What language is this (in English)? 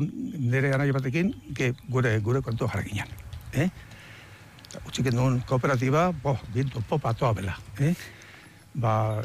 Basque